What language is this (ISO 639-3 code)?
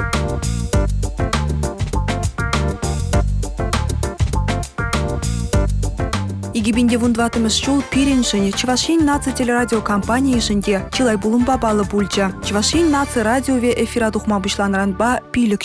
chv